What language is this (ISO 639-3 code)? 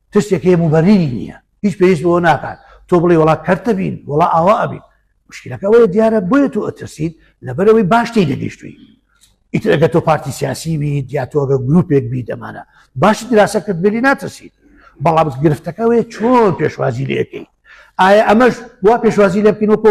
ckb